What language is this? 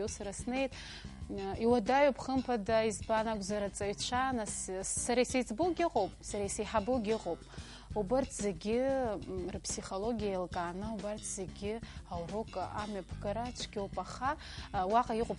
Abkhazian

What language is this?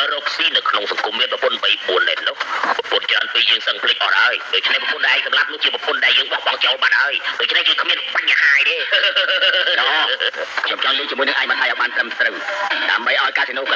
Khmer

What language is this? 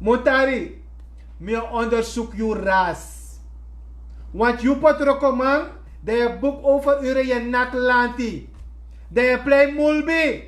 Sranan Tongo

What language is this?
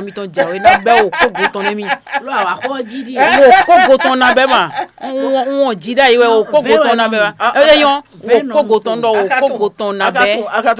Fon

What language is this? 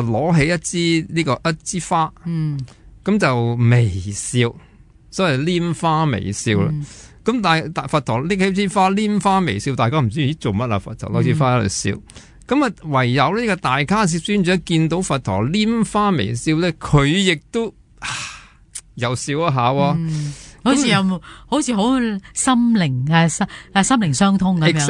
Cantonese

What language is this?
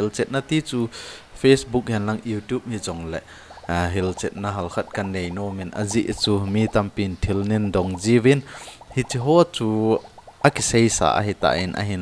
Thado Chin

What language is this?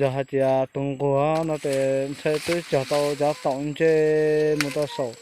Hmong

